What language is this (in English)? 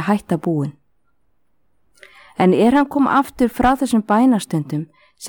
Icelandic